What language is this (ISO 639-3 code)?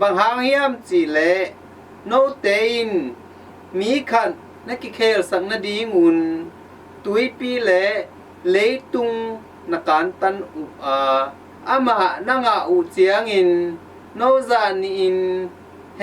ctd